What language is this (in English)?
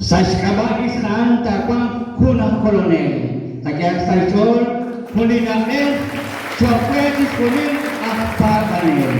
Kekchí